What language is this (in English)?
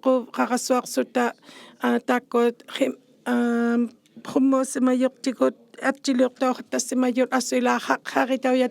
Inuktitut